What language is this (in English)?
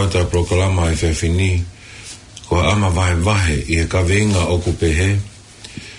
Tongan